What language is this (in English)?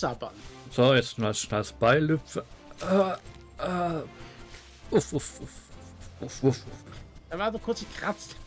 Swiss German